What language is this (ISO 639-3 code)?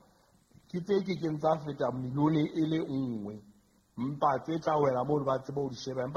sot